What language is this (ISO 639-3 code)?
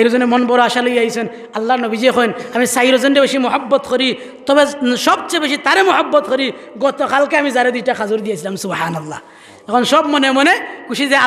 syl